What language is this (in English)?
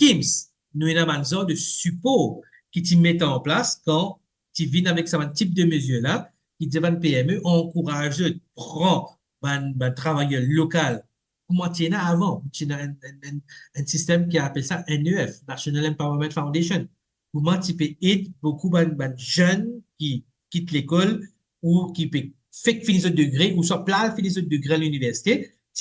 Morisyen